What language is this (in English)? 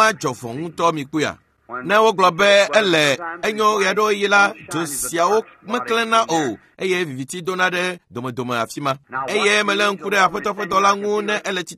Ewe